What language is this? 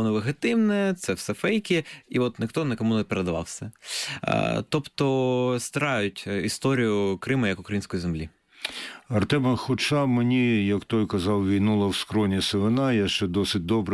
Ukrainian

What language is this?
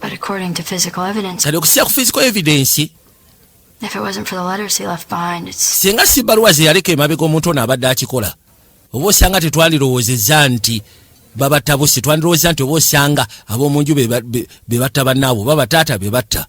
Ganda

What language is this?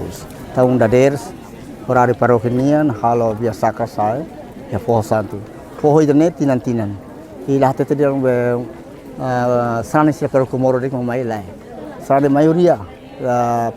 Tetum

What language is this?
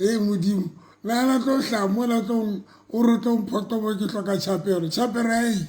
Southern Sotho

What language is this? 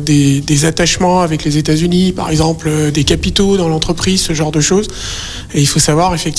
French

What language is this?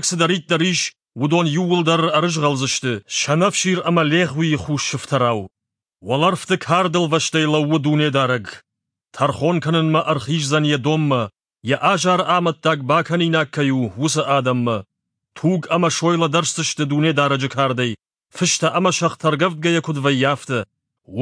Ossetic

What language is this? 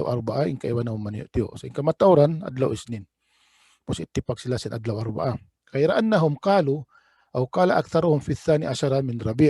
Tausug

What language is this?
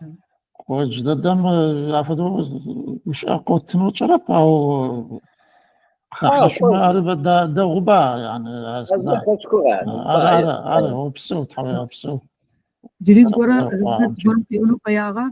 Adyghe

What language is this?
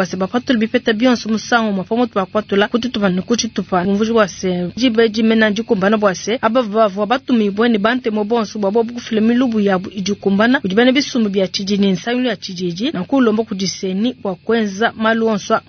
Luba-Lulua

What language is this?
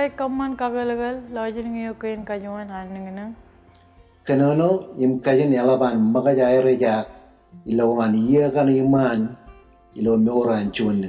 Marshallese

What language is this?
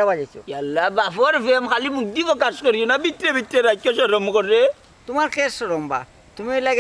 Sylheti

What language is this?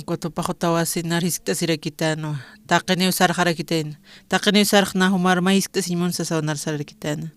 Aymara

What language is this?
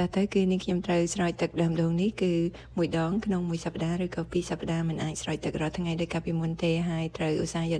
Khmer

